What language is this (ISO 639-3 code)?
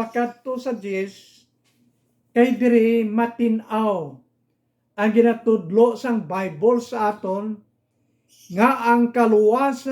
hil